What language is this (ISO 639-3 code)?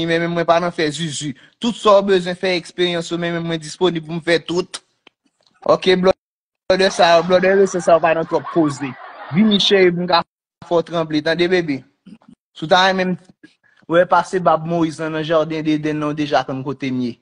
hat